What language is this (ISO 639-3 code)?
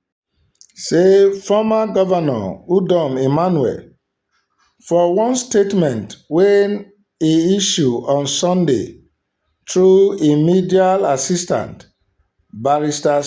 pcm